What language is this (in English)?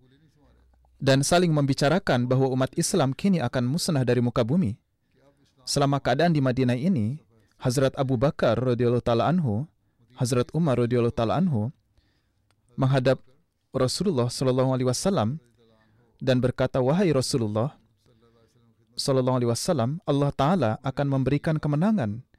Indonesian